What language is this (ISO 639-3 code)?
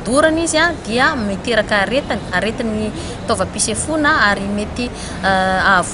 mlg